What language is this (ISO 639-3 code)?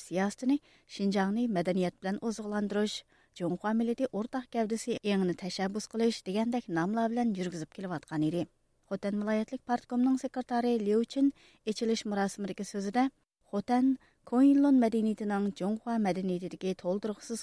uig